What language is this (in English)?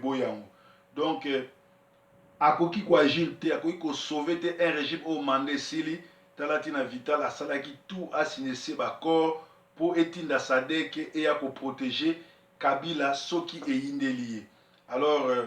Lingala